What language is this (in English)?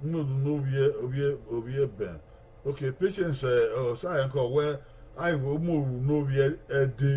Bini